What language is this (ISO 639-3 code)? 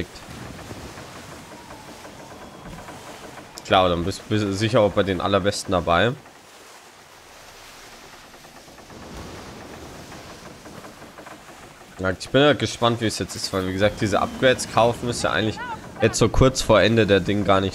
deu